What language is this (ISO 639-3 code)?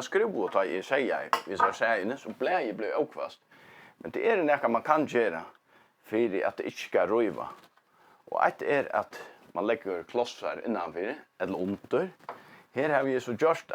fao